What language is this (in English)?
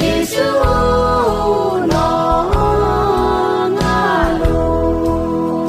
Akha